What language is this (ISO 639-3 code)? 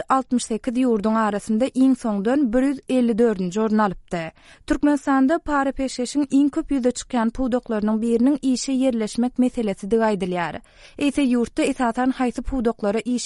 tuk